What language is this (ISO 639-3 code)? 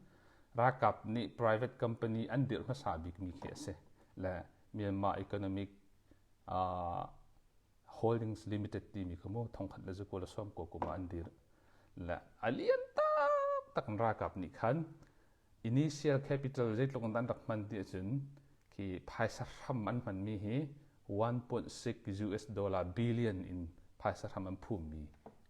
cnh